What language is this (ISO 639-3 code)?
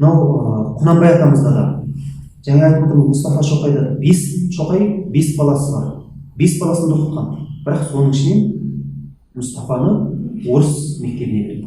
kaz